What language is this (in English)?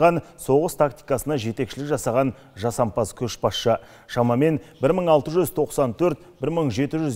Kazakh